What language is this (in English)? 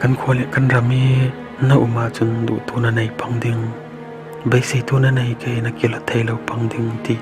Falam Chin